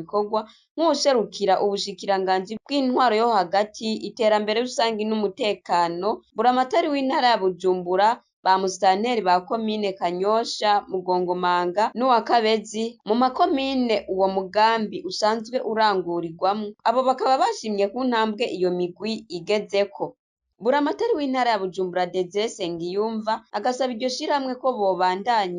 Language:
Rundi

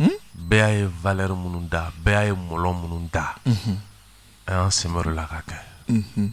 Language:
Bambara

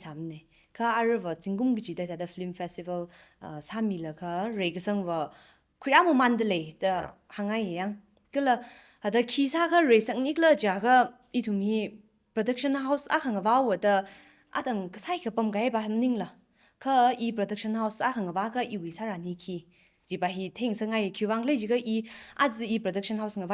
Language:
Tangkhul Naga (India)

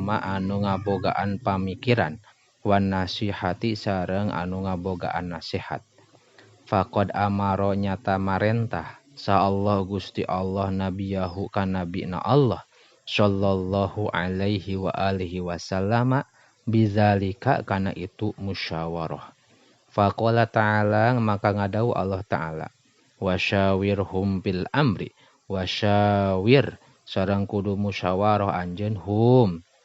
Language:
Sundanese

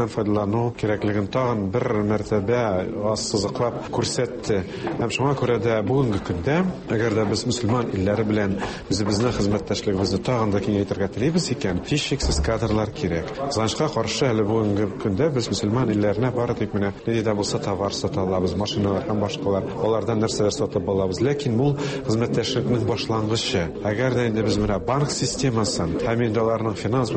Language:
Tatar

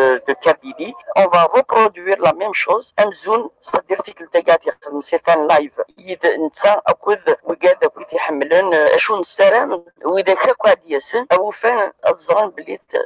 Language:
Kabyle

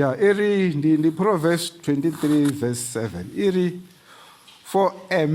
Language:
Venda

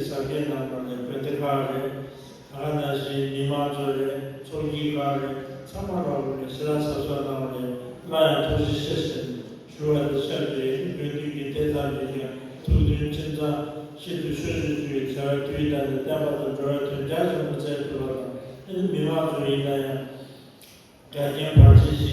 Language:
Tibetan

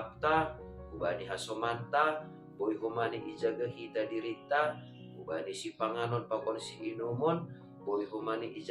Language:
Batak Simalungun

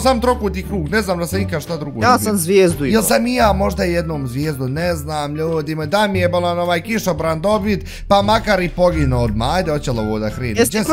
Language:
Bosnian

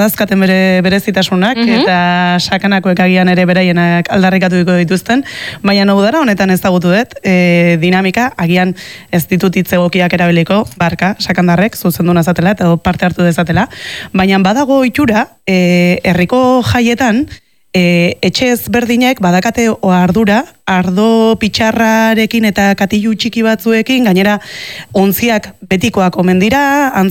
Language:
Basque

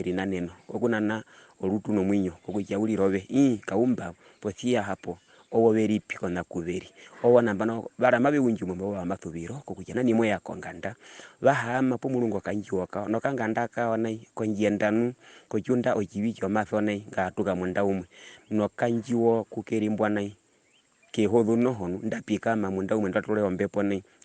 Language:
Herero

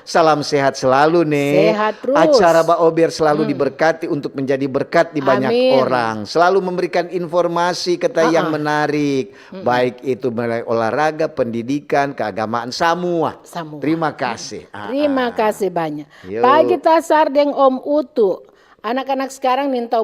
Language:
Manado Malay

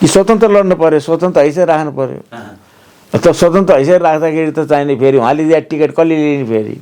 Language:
Nepali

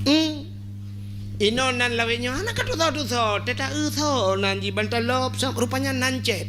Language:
Achinese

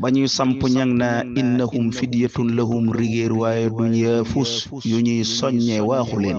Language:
Wolof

